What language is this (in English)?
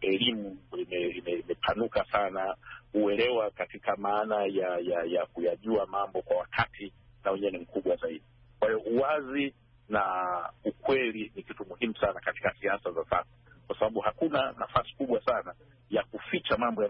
Swahili